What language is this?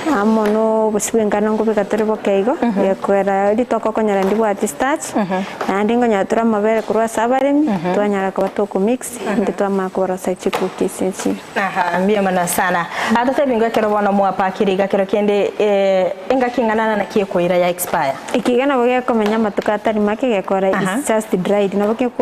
Gusii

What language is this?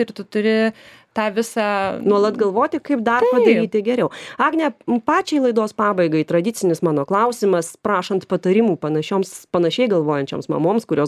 Lithuanian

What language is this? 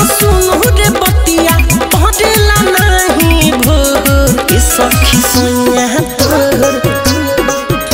Bhojpuri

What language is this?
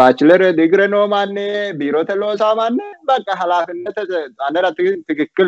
Sidamo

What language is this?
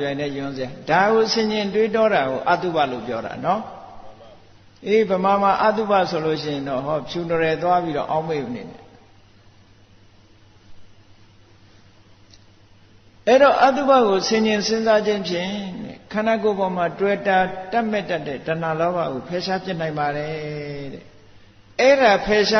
Burmese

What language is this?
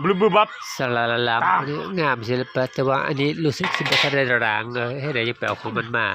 Northeastern Thai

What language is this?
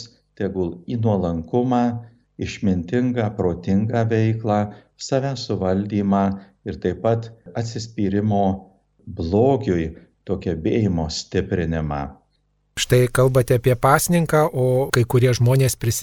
Lithuanian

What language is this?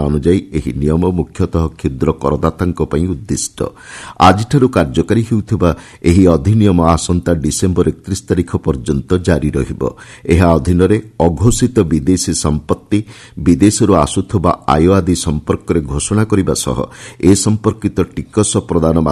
Odia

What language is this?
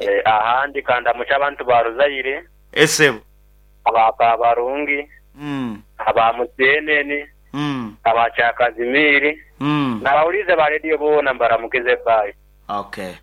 Nyoro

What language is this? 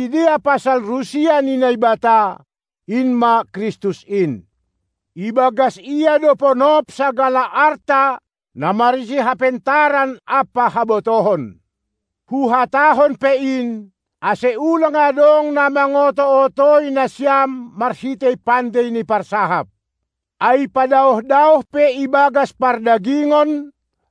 Batak Simalungun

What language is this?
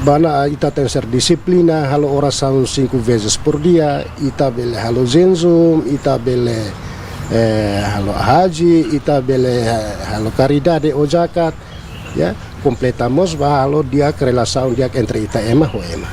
Tetum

